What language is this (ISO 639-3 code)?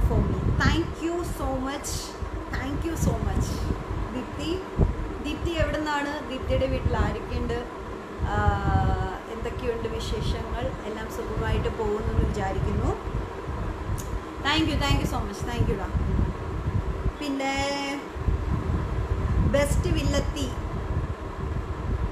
mal